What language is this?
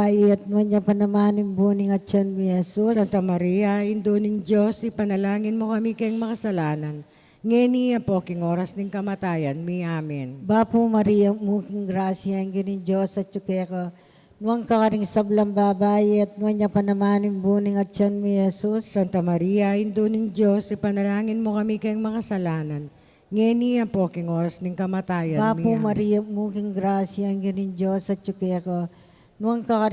Pampanga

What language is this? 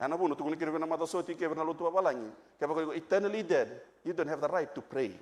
Fijian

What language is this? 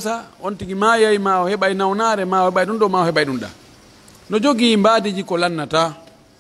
Pular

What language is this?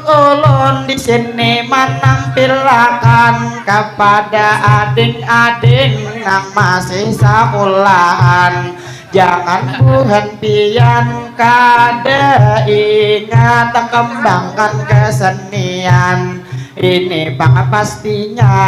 Banjar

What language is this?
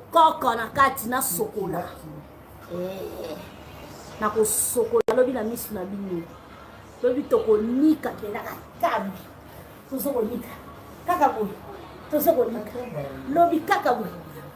Lingala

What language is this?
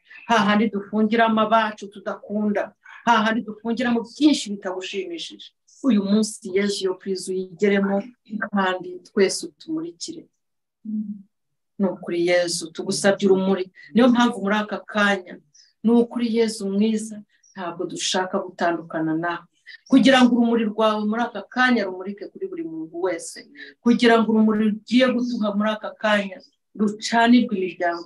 Kinyarwanda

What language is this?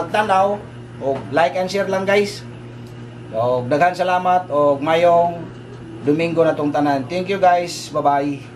Cebuano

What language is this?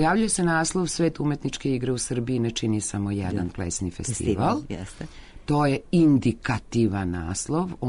Serbian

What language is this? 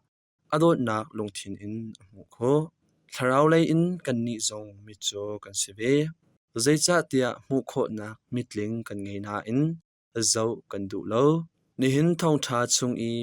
Hakha Chin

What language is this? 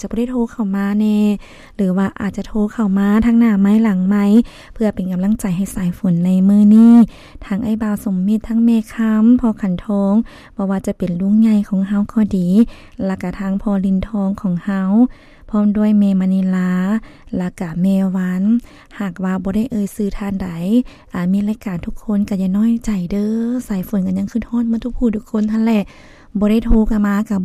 Lao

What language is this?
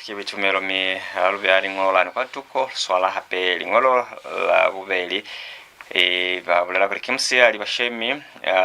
Lozi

